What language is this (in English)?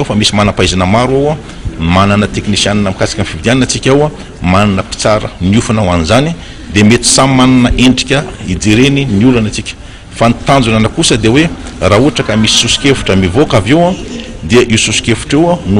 Malagasy